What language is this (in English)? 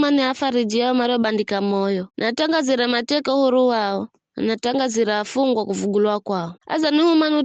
Giryama